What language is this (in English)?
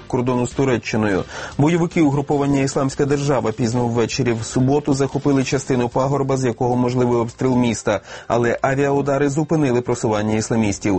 Ukrainian